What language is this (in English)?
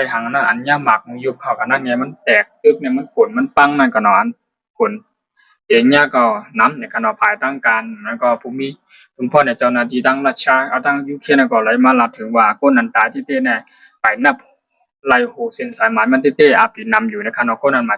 Shan